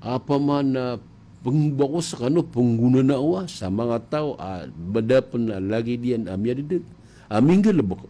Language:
Maranao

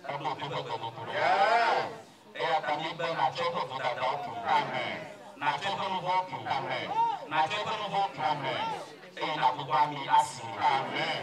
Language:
Ewe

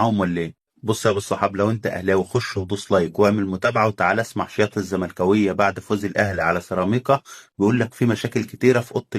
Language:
Egyptian Arabic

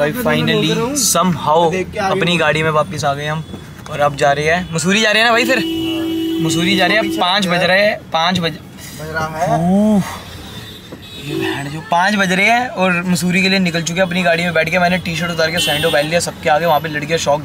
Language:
Hindi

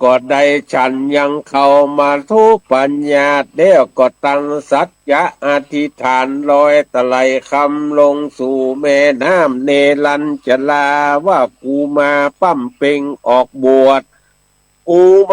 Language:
Northern Thai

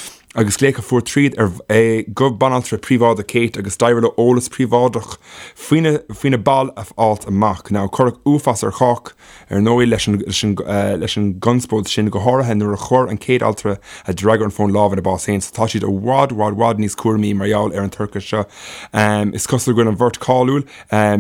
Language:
Irish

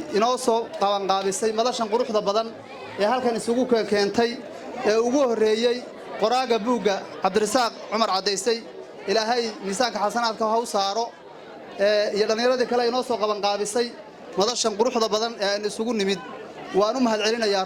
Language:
Somali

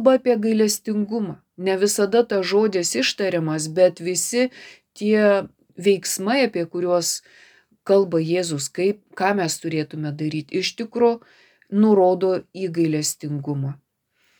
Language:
Lithuanian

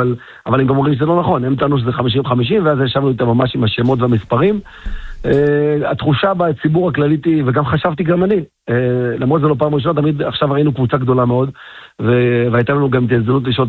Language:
Hebrew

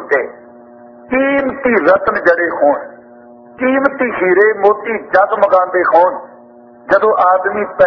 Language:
Punjabi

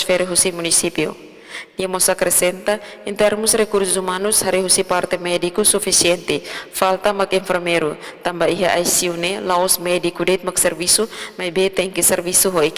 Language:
Tetum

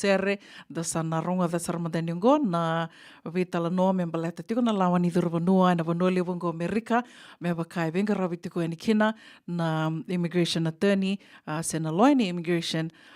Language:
Fijian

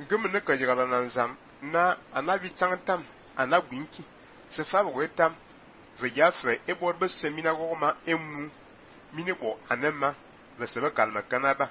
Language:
Fang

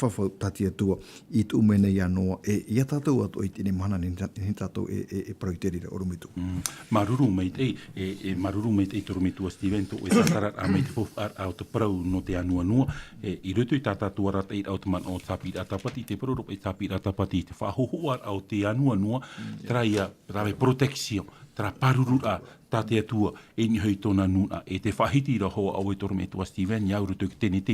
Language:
Tahitian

